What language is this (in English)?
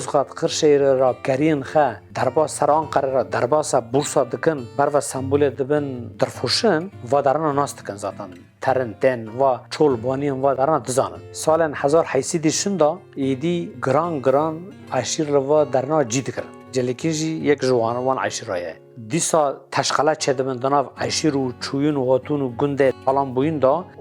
Kurdish